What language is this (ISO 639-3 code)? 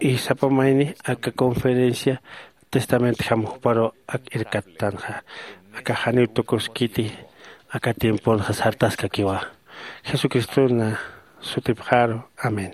aym